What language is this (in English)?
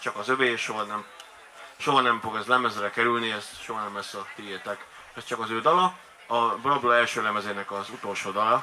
Hungarian